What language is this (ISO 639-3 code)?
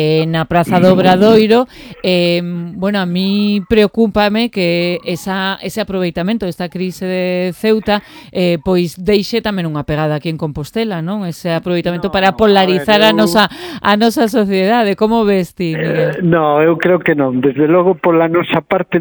glg